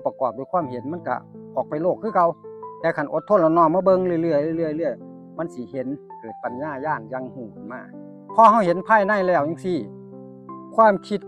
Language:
Northeastern Thai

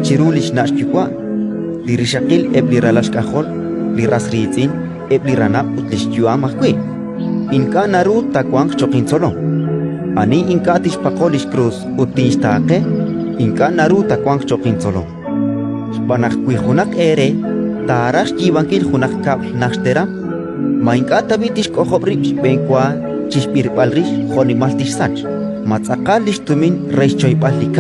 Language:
Kekchí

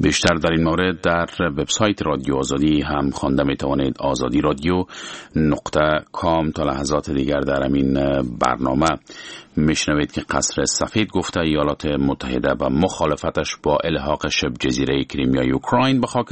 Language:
Persian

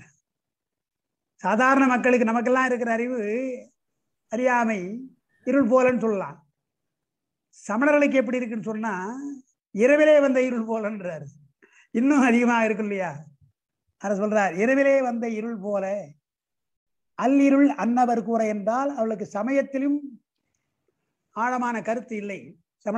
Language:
Tamil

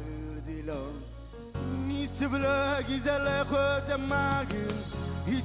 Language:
Marshallese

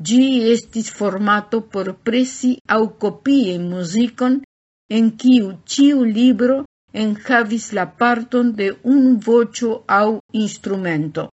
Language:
Esperanto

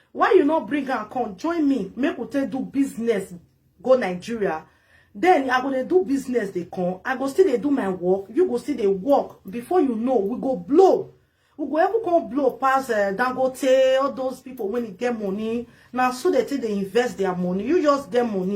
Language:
Nigerian Pidgin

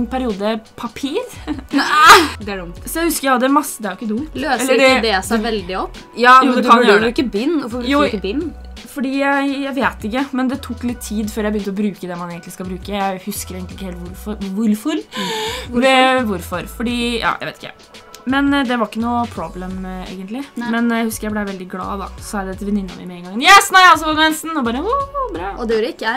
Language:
Norwegian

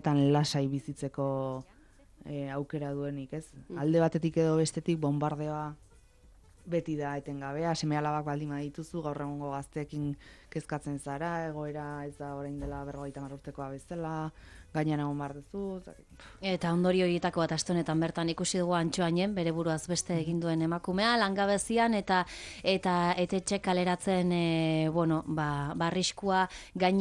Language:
Basque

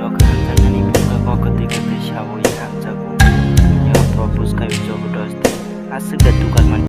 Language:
Kok Borok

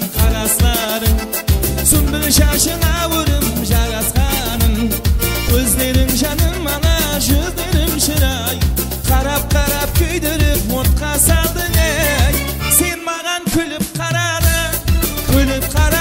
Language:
Kara-Kalpak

